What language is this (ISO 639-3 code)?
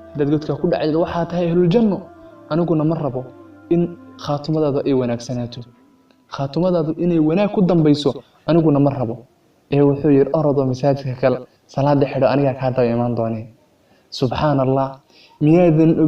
som